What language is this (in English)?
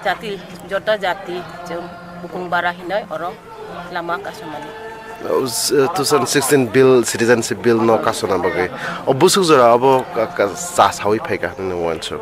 Kok Borok